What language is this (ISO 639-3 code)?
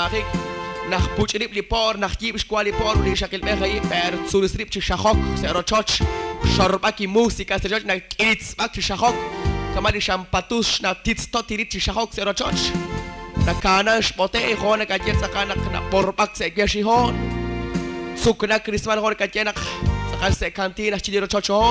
kek